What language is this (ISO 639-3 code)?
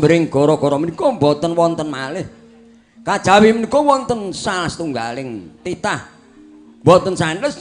jav